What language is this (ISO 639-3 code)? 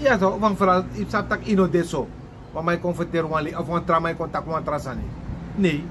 srn